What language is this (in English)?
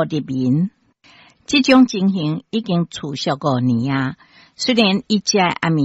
Min Nan Chinese